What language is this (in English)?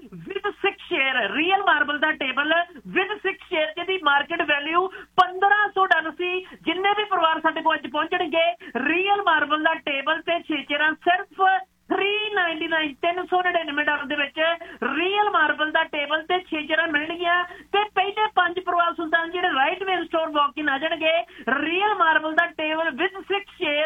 Punjabi